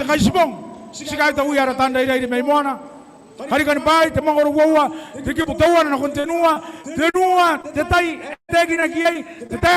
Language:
Gilbertese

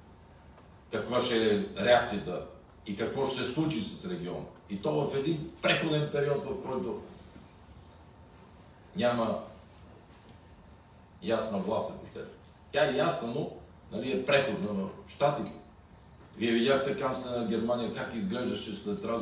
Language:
Bulgarian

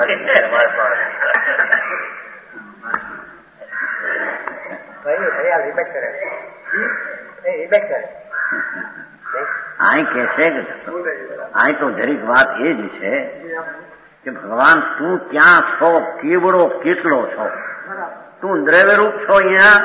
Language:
Gujarati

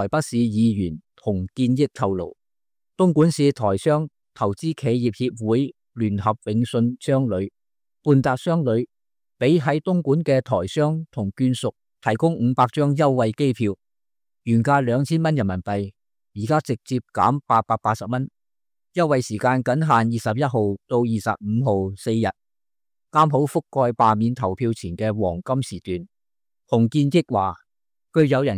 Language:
Cantonese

